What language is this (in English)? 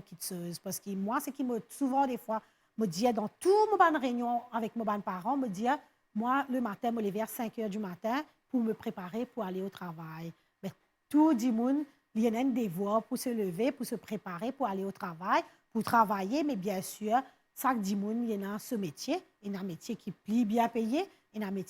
Morisyen